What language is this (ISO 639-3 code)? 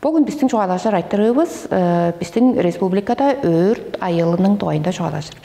tyv